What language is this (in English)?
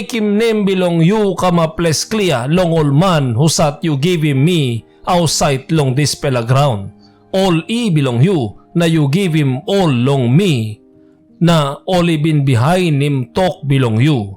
Tok Pisin